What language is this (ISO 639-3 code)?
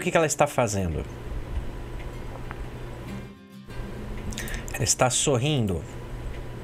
por